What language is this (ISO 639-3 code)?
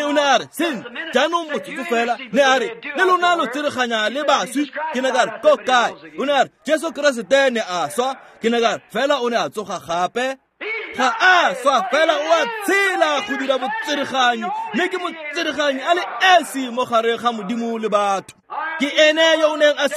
tsn